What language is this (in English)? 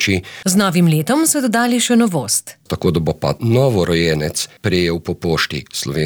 Slovenian